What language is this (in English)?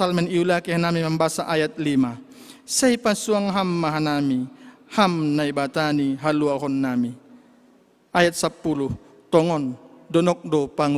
Batak Simalungun